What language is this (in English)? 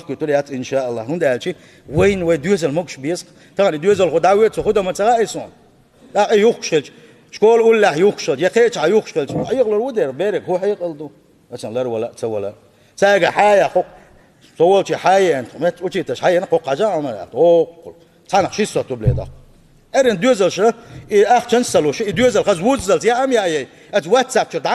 Chechen